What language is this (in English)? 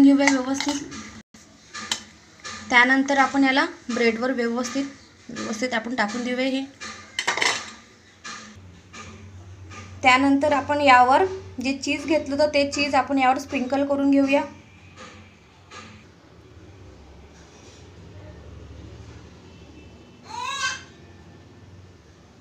Marathi